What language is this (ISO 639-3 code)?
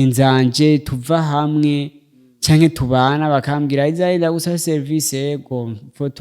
run